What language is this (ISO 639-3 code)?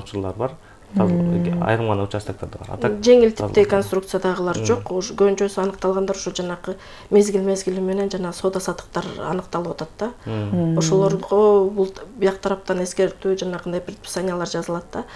kir